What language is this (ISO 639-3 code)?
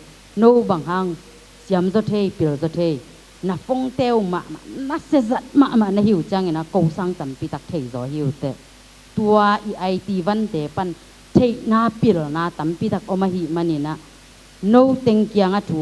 ctd